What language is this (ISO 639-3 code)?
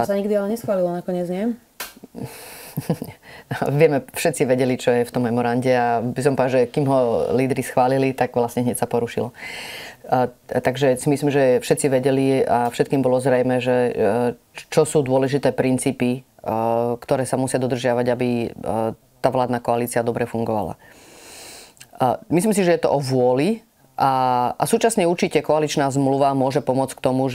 slk